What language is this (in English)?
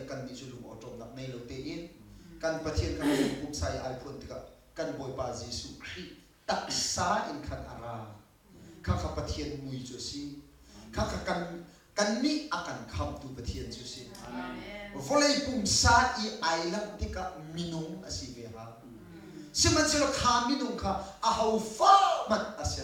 Hakha Chin